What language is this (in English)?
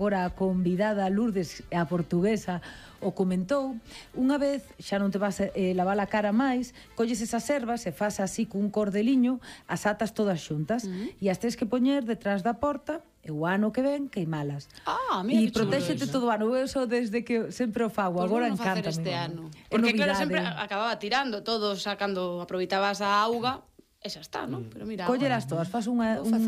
Galician